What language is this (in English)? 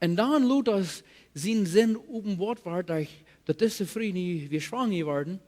Plautdietsch